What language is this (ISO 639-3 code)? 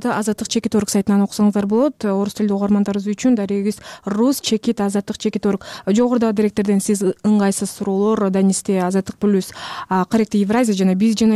kir